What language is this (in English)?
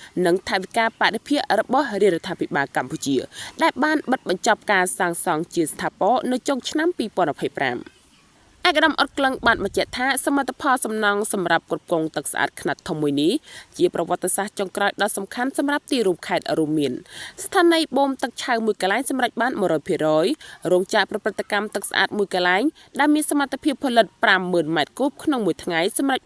Khmer